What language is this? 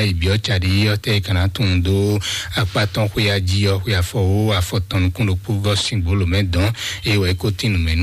Fon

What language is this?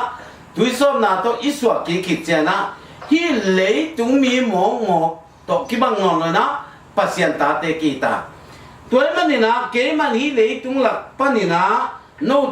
Tedim Chin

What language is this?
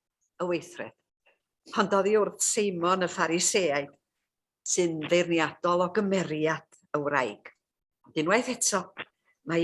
Welsh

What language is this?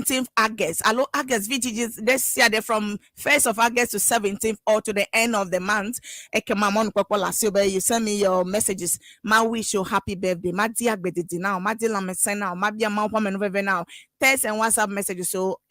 Ewe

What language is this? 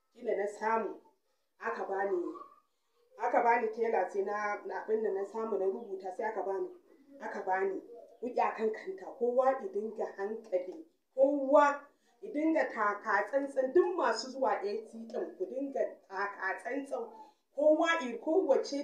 Hausa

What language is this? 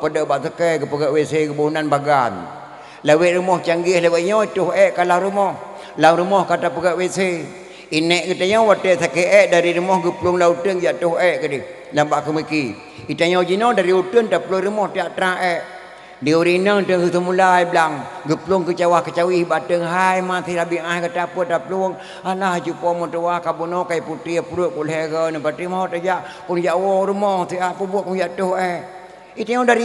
Achinese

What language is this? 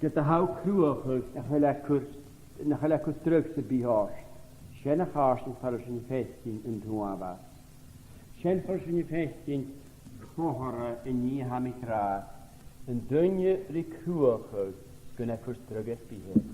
Scottish Gaelic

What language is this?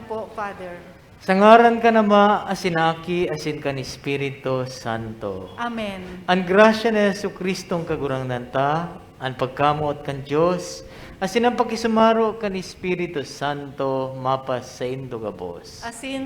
Bikol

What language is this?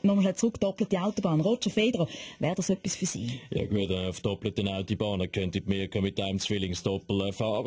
Swiss German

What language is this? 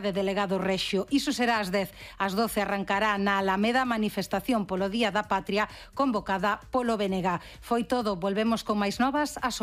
Galician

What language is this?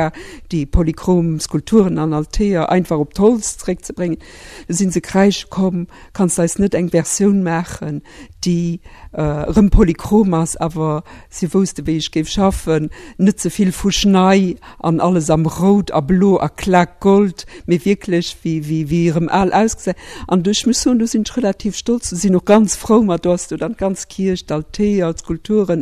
Luxembourgish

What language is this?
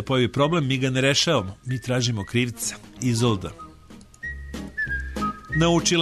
Serbian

